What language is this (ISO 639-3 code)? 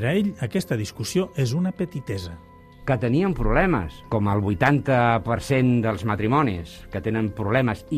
cat